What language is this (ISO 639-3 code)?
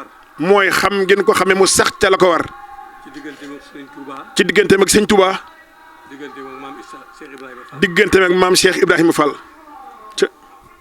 wol